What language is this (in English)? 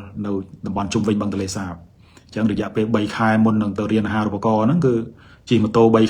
Khmer